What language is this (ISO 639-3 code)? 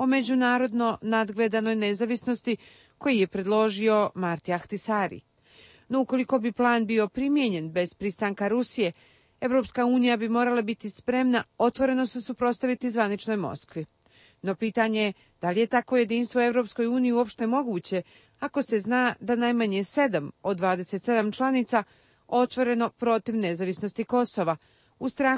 bos